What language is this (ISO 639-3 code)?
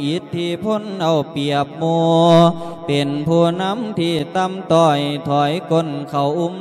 lao